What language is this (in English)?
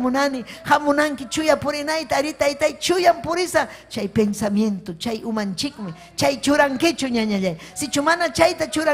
Ayacucho Quechua